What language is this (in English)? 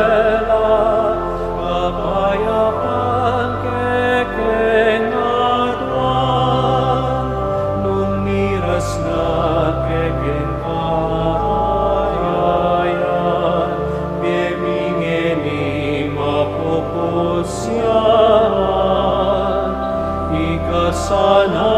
Pampanga